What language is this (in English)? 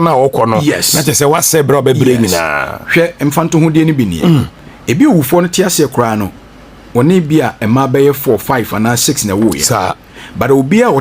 Akan